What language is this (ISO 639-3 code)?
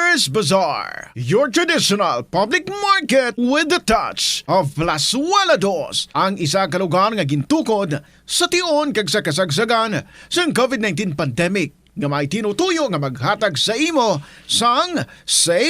hil